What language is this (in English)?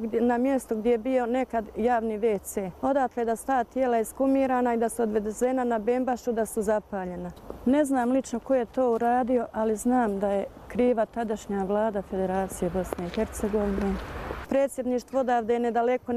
Bosnian